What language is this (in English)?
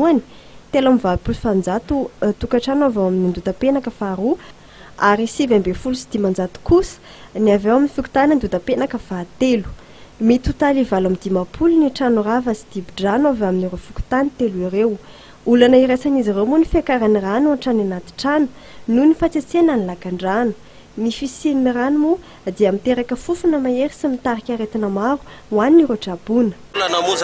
Malagasy